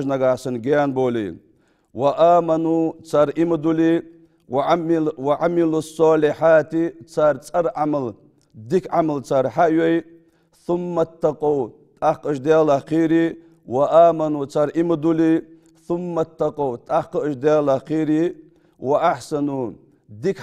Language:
Ingush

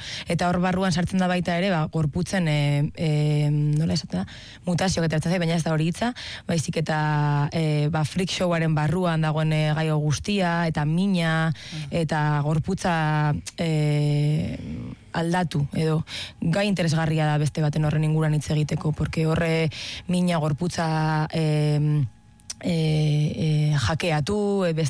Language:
Basque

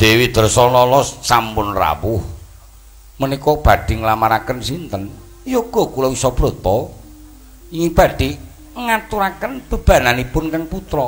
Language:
Javanese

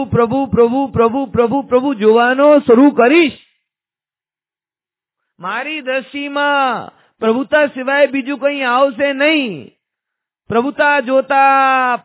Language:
Gujarati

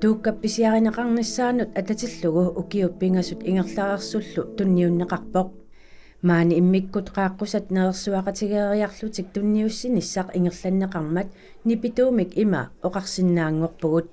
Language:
Kalaallisut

